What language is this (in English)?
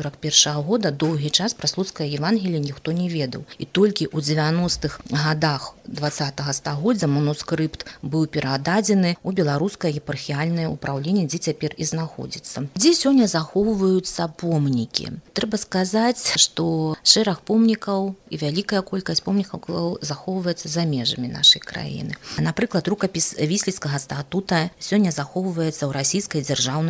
Belarusian